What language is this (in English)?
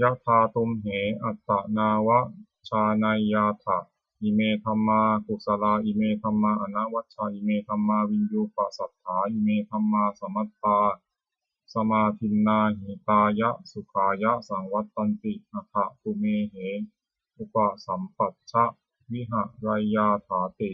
Pali